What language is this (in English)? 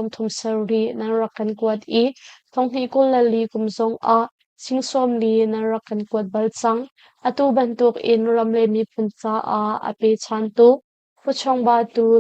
Hakha Chin